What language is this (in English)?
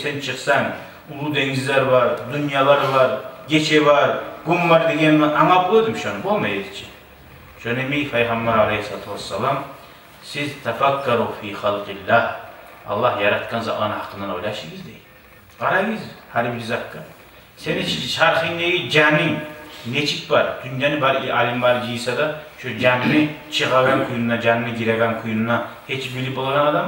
Kumyk